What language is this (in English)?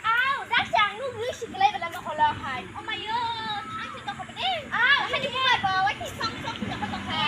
Kok Borok